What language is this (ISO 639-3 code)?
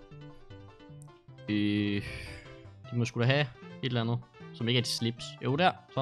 dan